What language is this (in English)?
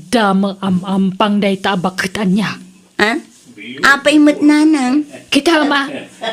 Iloko